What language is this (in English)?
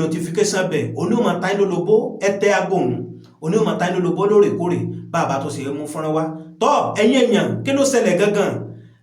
Yoruba